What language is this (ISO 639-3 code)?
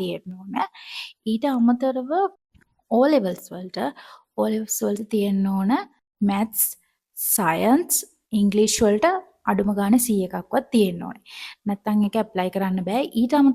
sin